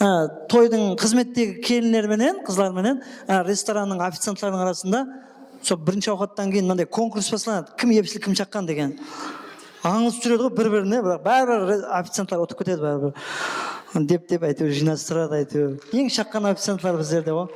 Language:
Kara-Kalpak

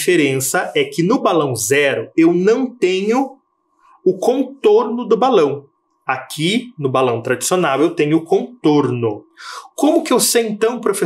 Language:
Portuguese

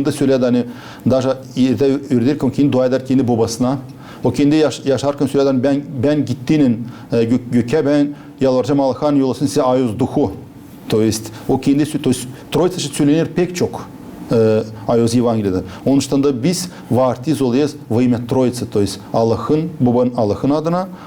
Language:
Gagauz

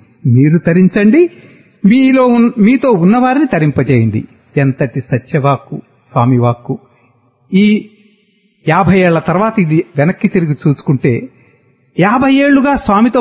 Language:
Telugu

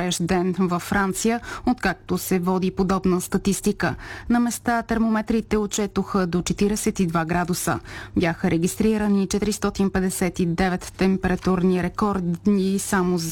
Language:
Bulgarian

